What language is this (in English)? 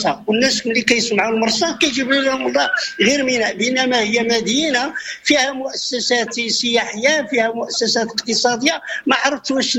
Moroccan Arabic